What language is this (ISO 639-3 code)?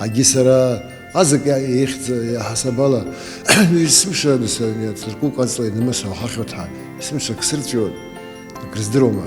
abk